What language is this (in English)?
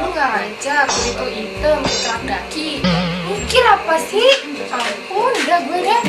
Betawi